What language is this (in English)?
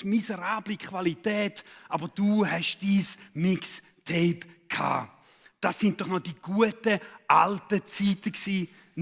Swiss German